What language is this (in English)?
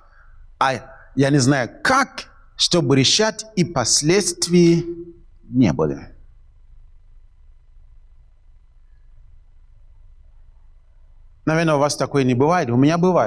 Russian